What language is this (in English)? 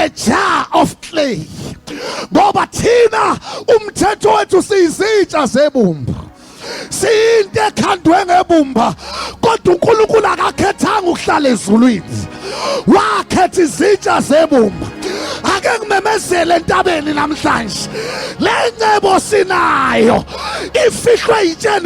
Zulu